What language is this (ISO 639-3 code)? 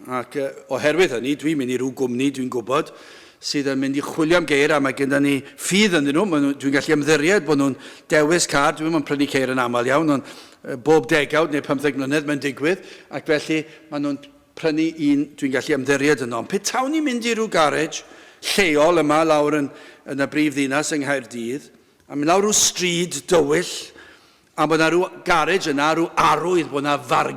cym